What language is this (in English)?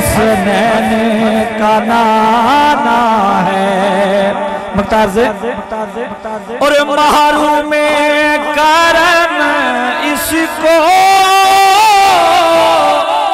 Hindi